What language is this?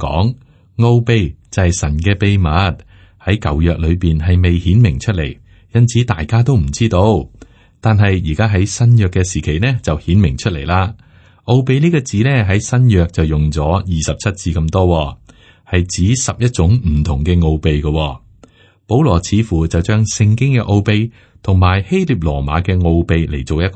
Cantonese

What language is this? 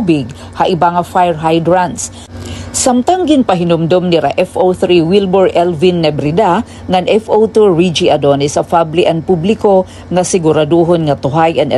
Waray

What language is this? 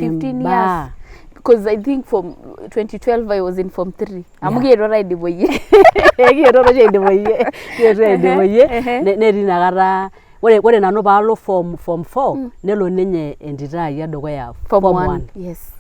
Masai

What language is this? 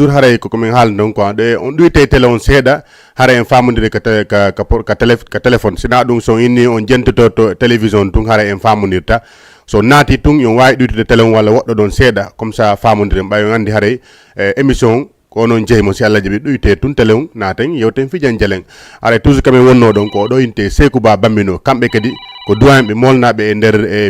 Fula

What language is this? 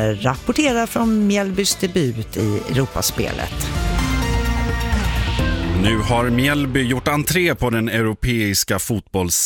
Swedish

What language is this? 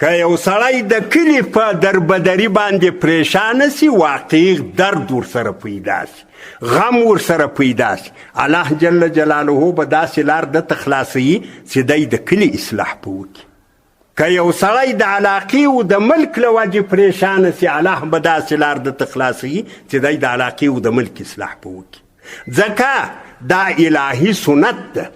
Pashto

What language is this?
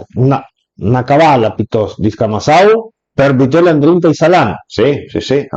Piedmontese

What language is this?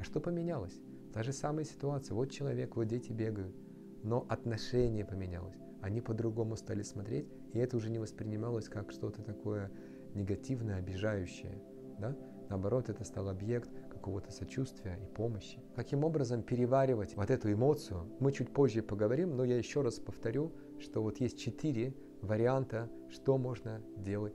Russian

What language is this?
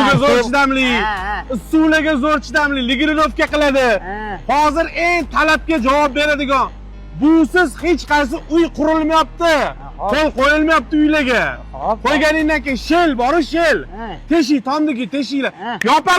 Uzbek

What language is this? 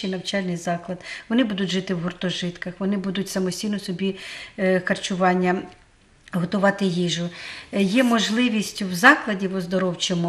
Ukrainian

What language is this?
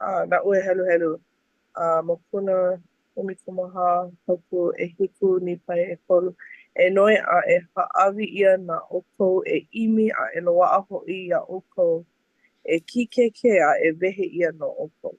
Hawaiian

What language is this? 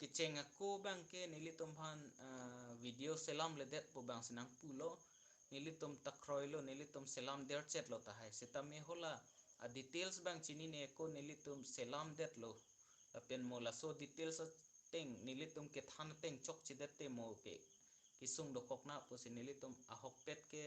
Karbi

